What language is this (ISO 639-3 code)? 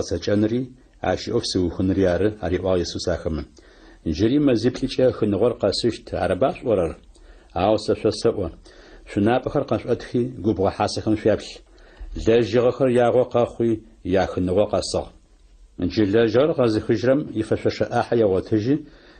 ady